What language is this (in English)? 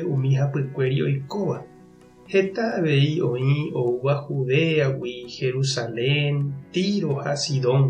Guarani